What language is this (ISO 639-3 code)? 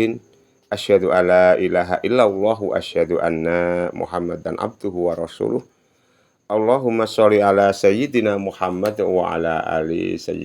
jav